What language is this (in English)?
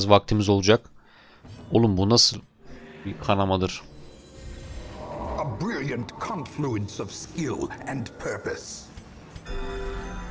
Turkish